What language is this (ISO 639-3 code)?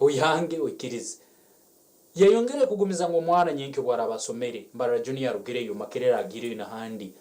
nyn